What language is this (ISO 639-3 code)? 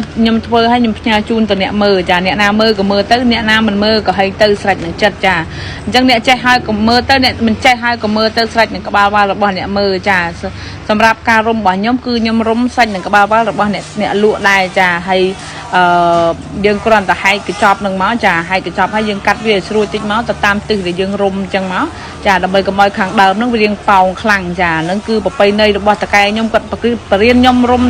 khm